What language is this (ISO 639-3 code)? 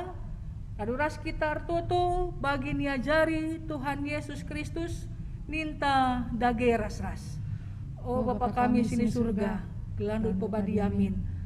btx